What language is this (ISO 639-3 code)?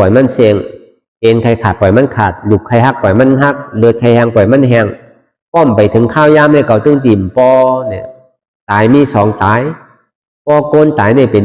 shn